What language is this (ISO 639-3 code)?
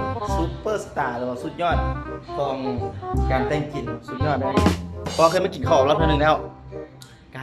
lao